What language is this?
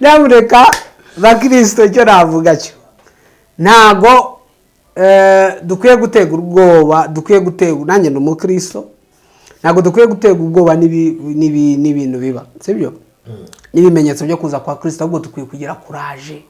Kinyarwanda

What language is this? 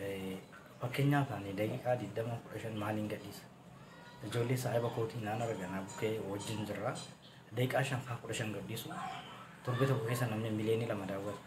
Oromo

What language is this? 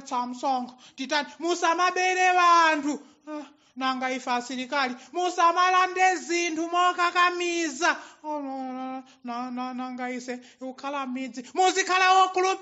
Nyanja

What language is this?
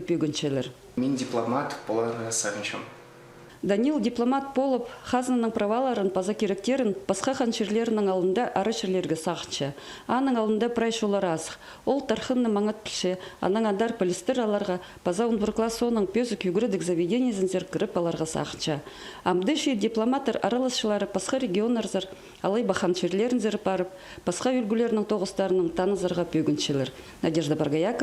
Khakas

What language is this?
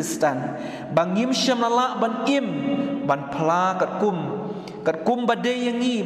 Khasi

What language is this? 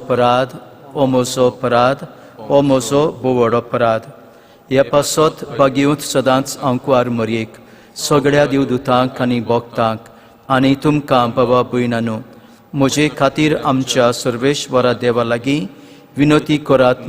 Konkani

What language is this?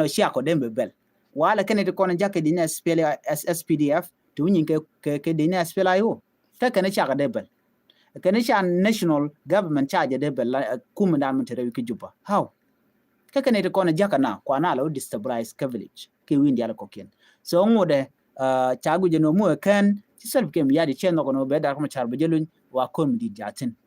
Nuer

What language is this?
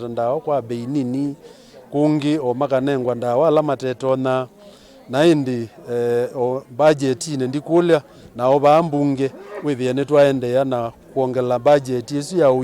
Kamba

